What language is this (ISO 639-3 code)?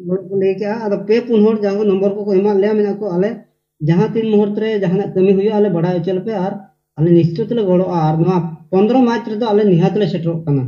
sat